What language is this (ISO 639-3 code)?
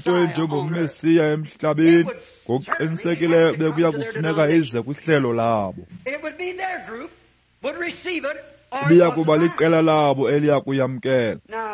xho